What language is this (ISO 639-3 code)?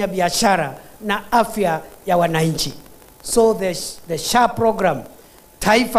guz